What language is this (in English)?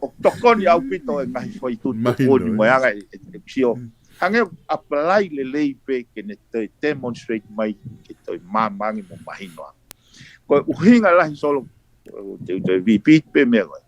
Tongan